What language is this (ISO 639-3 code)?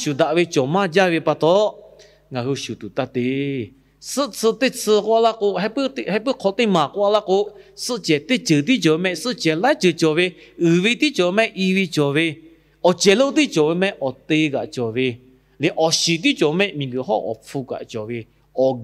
lhu